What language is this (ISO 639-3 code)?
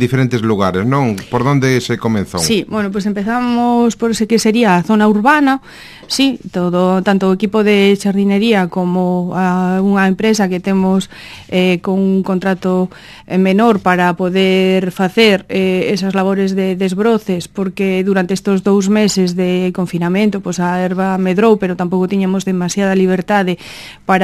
glg